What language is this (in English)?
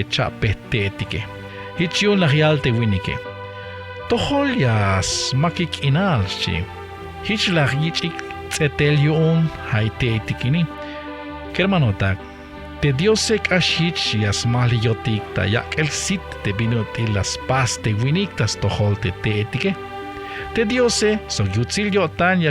Tzeltal